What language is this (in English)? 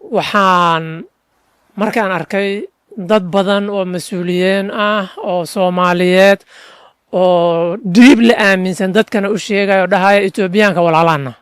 Somali